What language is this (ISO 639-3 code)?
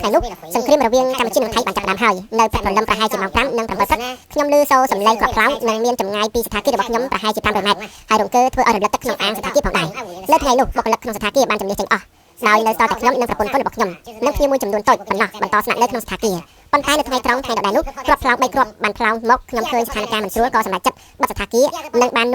khm